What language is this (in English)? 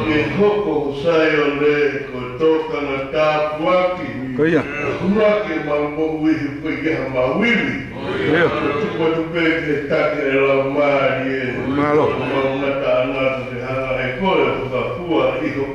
Tongan